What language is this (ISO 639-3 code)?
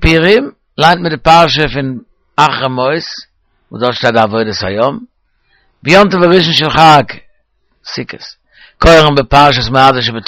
yid